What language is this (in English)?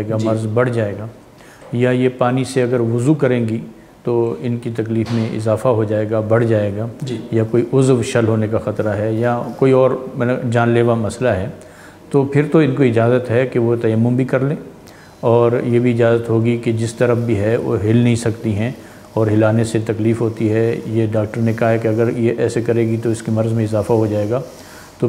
Urdu